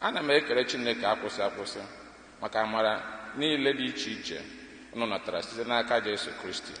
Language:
Igbo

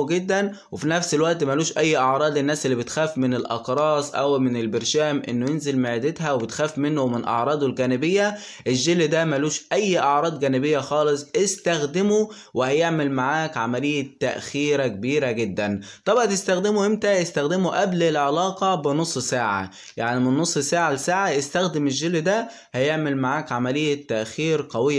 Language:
Egyptian Arabic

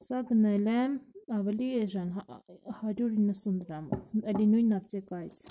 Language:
Armenian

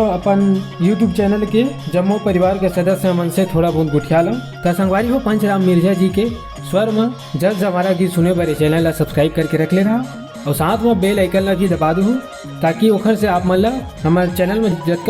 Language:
Chhattisgarhi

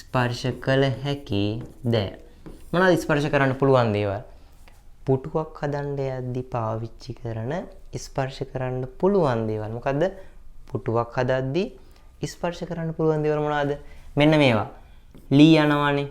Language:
Sinhala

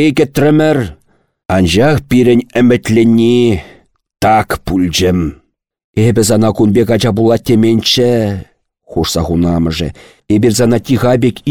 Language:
Chuvash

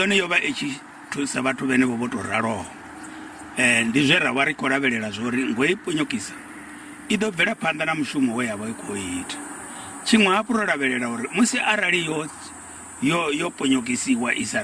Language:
Venda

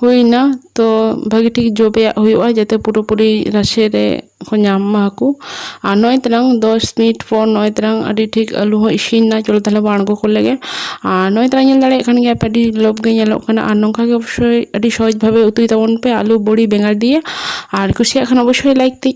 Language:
Santali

